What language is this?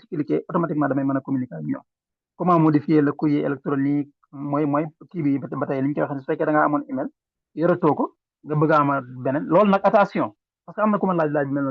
Wolof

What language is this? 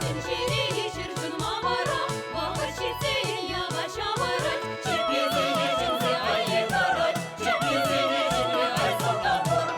Chuvash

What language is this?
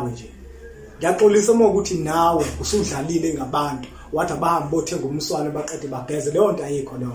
Zulu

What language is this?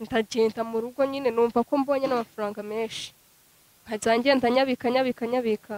Kinyarwanda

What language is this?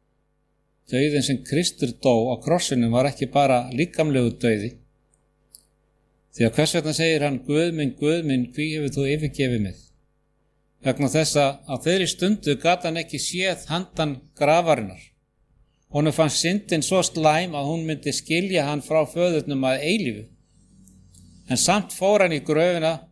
Icelandic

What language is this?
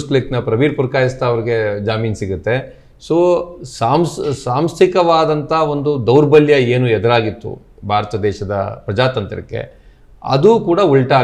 Kannada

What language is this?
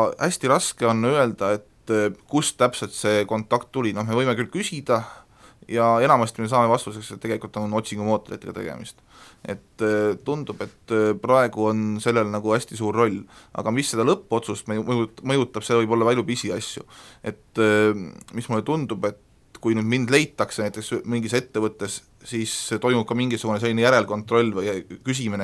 Estonian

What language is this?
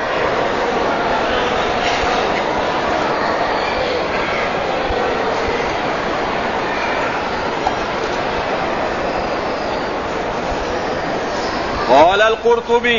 Malay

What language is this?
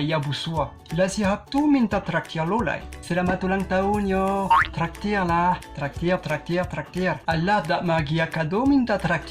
Minangkabau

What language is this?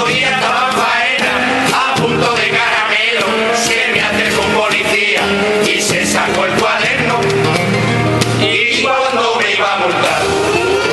Spanish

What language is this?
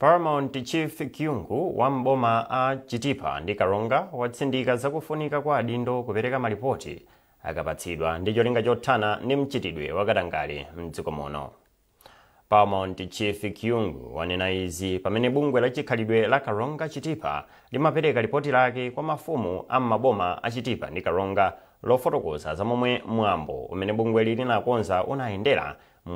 Nyanja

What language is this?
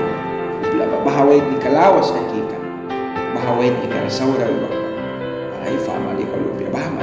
Mískito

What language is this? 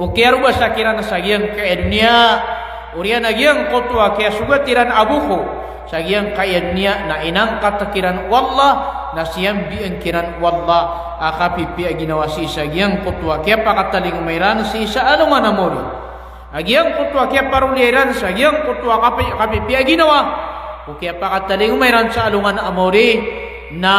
Maranao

